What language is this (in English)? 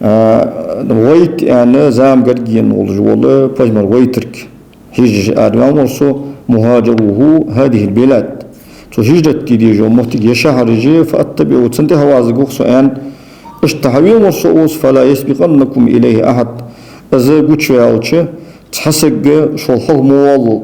Ingush